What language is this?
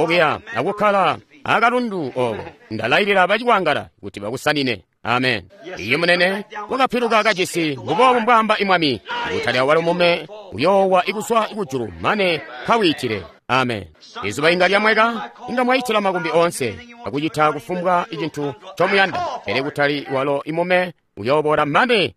Tonga (Zambia)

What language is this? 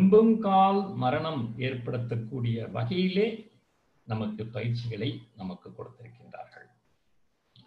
Tamil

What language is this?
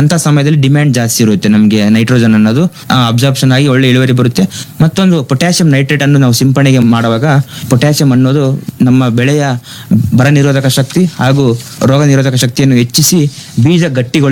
Kannada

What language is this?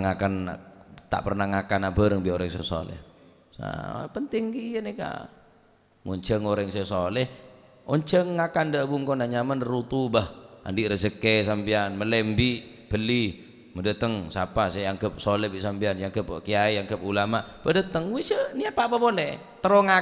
Madurese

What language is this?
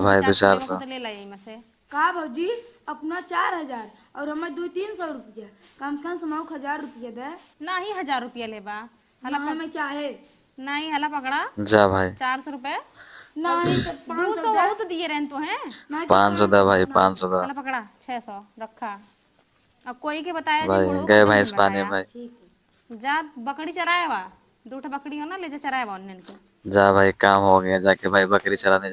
Awadhi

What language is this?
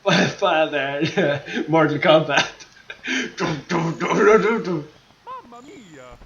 Faroese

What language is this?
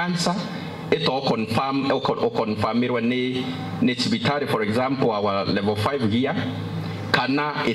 Meru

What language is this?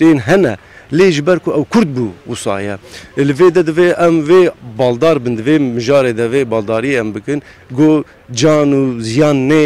Kurdish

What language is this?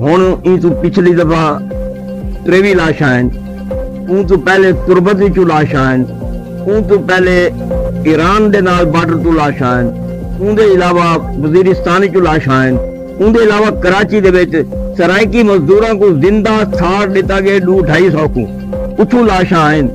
Saraiki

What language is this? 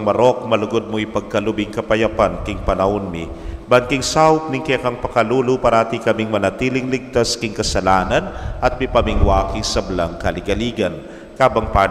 Pampanga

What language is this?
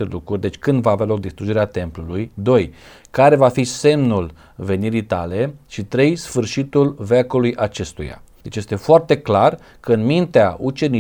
Romanian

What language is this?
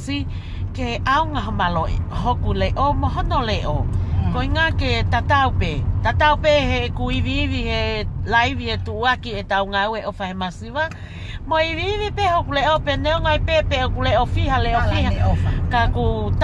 Tongan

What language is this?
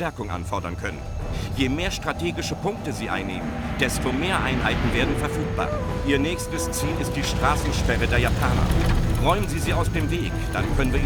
Bavarian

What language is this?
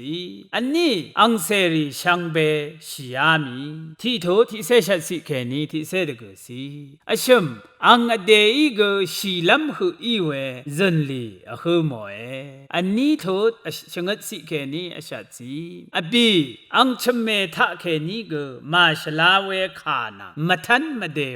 Rawang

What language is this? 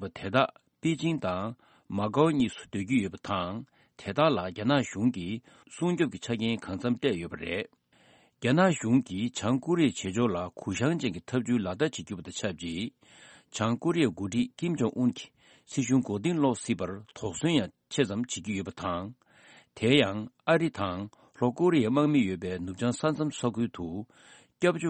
Tibetan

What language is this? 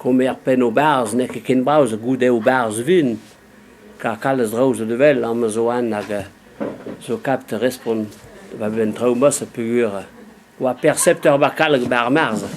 Breton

